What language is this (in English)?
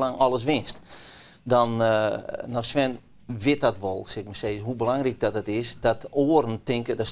Western Frisian